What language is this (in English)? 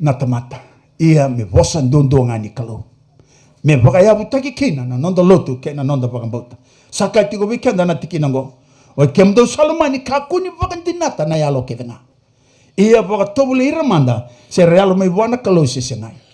Fijian